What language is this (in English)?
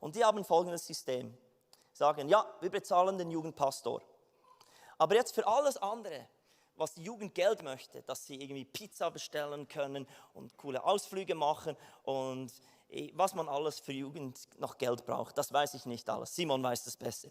Swiss German